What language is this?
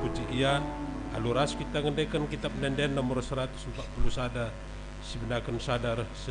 Batak Karo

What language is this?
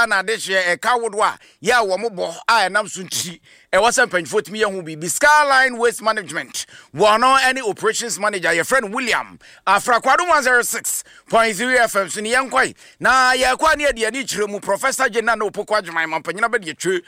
Akan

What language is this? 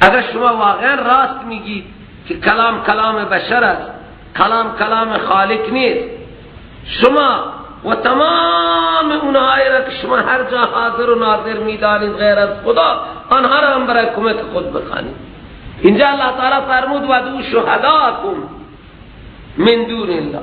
Persian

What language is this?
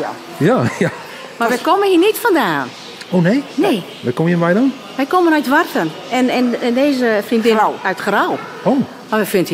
Western Frisian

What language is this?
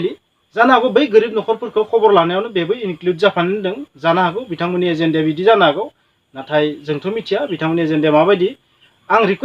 Bodo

